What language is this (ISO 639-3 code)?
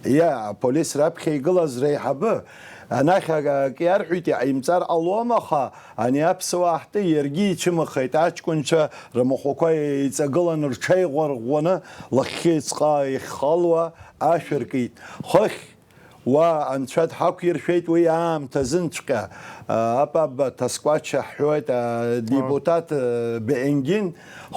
abk